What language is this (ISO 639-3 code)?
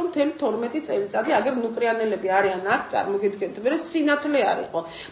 kat